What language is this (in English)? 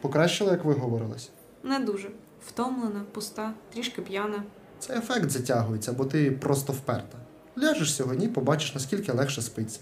Ukrainian